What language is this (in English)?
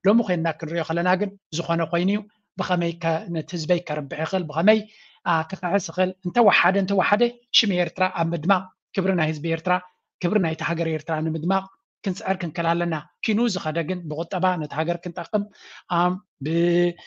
Tigrinya